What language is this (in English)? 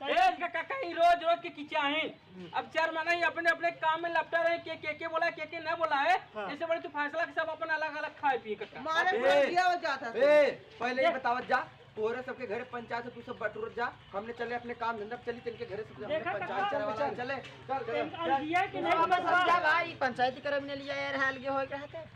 Awadhi